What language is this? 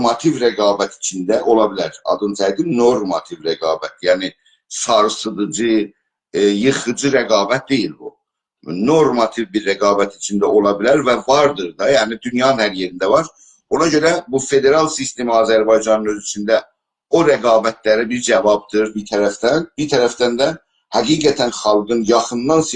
South Azerbaijani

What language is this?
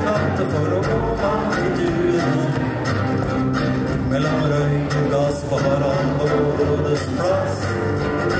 Norwegian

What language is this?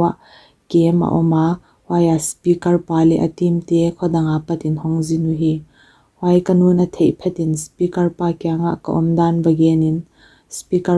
Paite Chin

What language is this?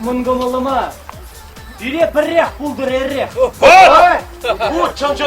Chuvash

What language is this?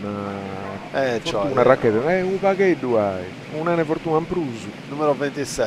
Sardinian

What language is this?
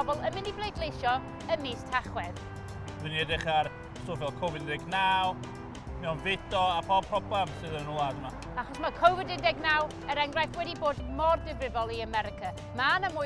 Welsh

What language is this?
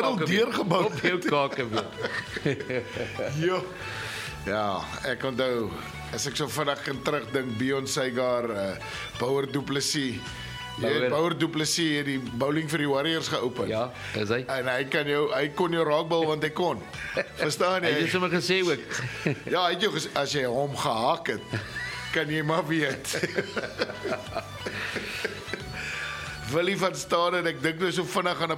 Afrikaans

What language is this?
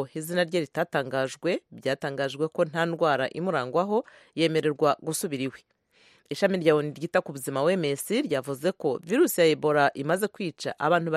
Kinyarwanda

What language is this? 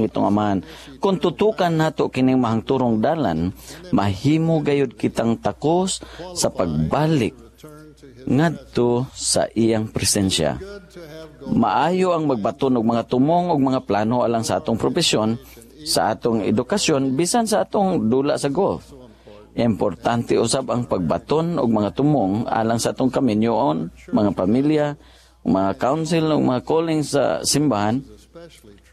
Cebuano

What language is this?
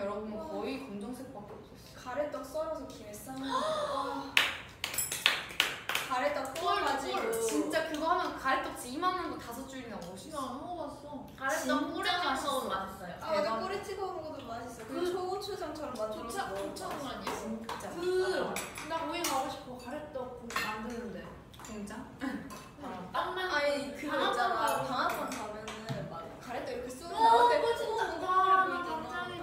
Korean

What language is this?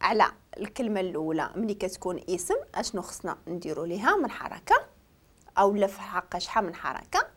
Moroccan Arabic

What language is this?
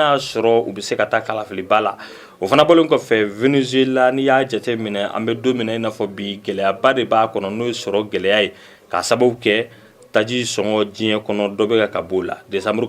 Bambara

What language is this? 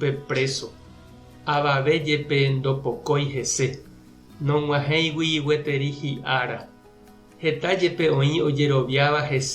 Guarani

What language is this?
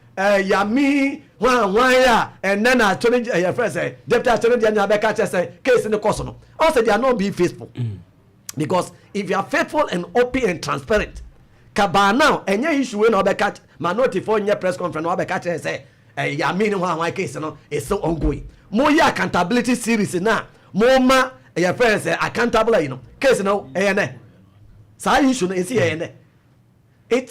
Akan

